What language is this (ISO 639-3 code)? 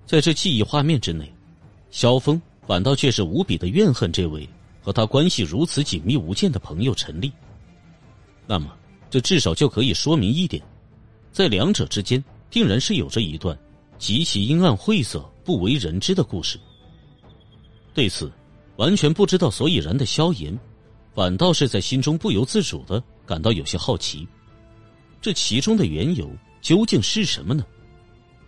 zho